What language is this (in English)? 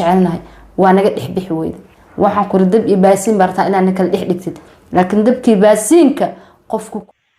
Somali